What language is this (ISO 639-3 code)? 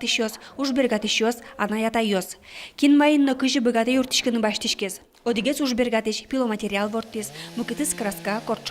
udm